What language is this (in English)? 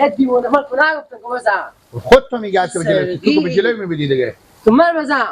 Persian